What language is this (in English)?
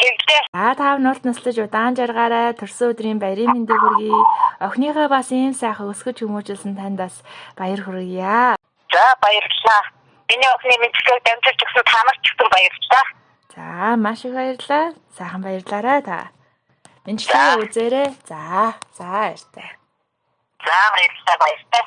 Mongolian